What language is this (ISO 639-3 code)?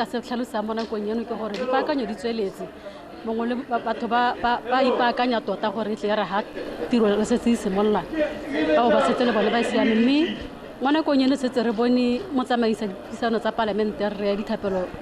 tsn